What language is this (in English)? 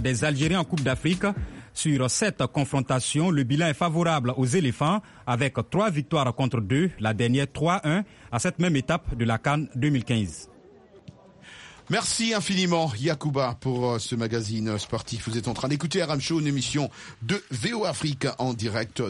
French